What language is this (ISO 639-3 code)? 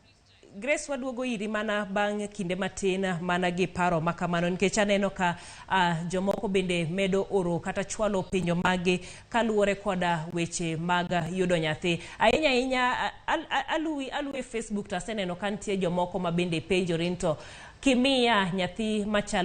luo